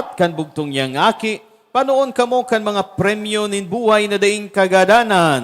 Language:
Bikol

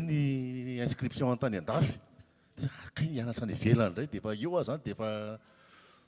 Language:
Malagasy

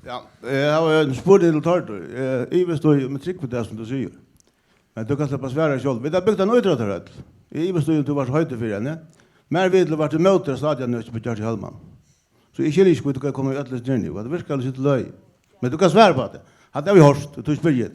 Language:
Faroese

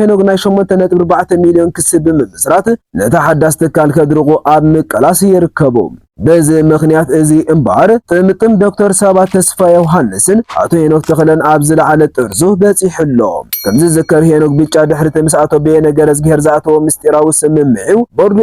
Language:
Tigrinya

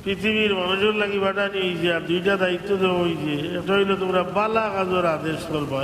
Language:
Sylheti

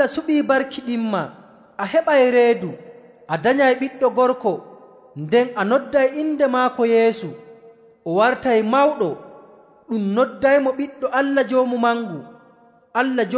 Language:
Nigerian Fulfulde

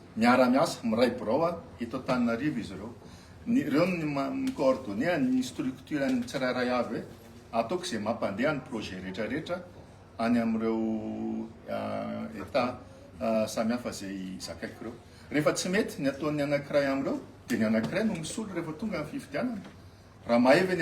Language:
Malagasy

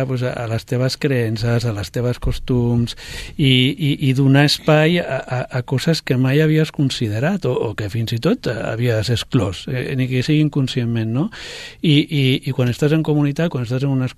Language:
Catalan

